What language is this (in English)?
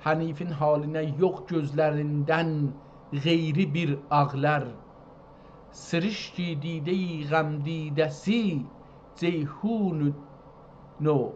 South Azerbaijani